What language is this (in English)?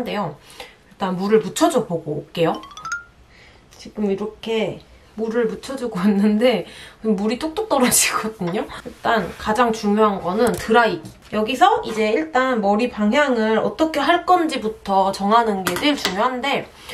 Korean